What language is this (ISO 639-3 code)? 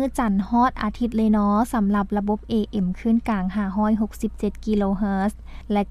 lao